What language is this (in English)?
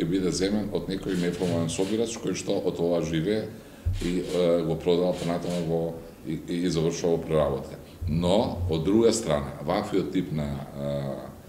Macedonian